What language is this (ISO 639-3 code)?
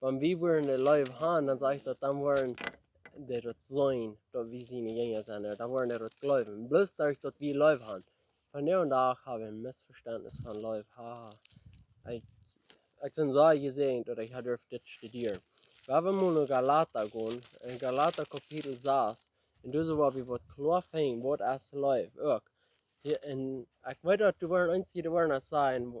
pdt